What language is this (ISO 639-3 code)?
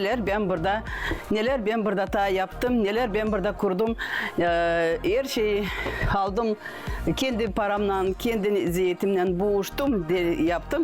gag